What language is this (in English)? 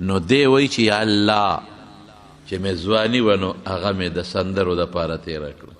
Pashto